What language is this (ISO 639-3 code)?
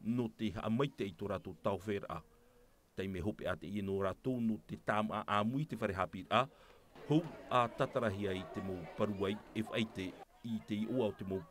tah